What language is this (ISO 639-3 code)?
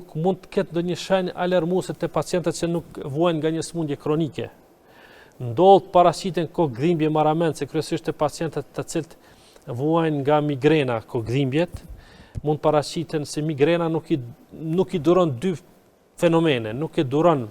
sqi